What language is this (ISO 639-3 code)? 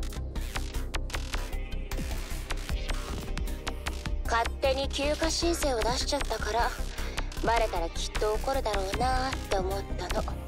jpn